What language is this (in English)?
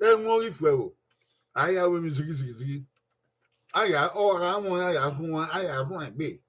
Bini